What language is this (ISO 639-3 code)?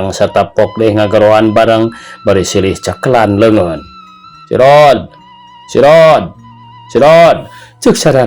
sun